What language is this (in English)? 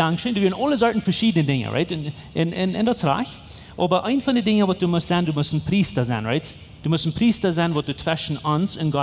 Plautdietsch